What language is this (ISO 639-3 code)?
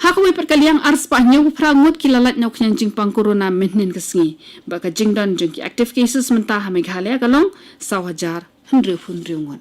kha